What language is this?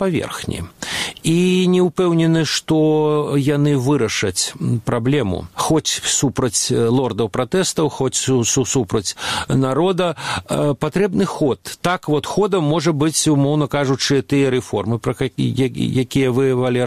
Belarusian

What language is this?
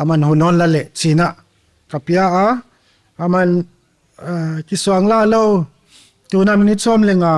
Paite Chin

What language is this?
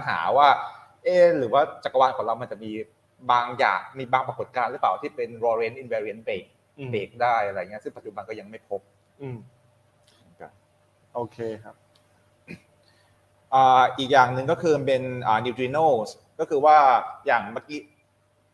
Thai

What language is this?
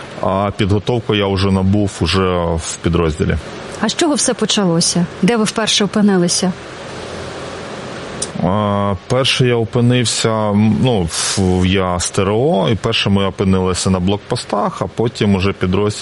Ukrainian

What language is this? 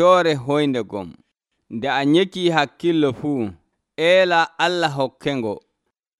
Nigerian Fulfulde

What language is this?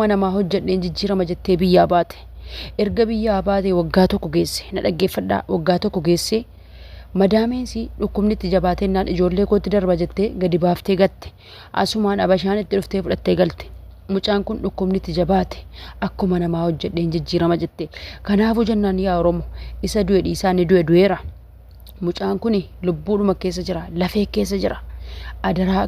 Oromo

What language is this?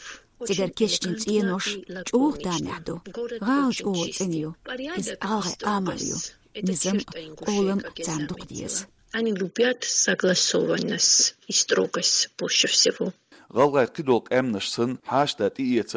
Chechen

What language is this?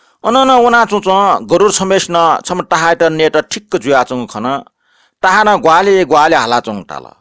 Newari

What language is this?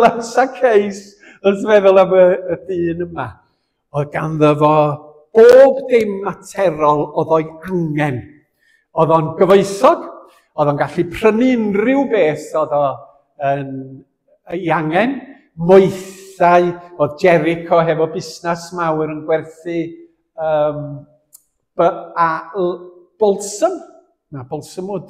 Welsh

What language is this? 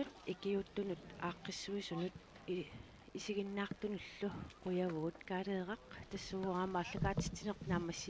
Kalaallisut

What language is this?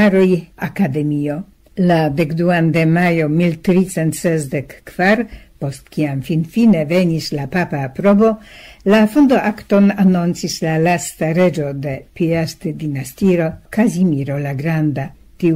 Esperanto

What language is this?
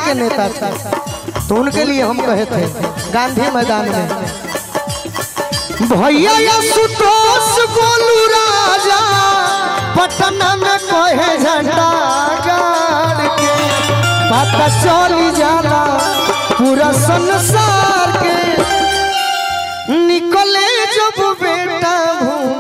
Bhojpuri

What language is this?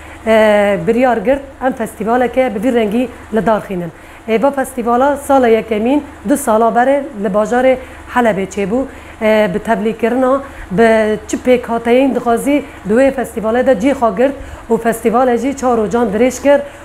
Kurdish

